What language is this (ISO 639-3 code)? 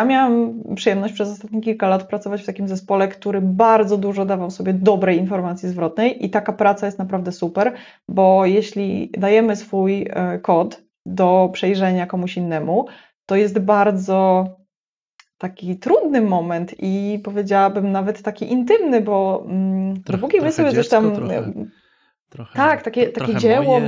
pol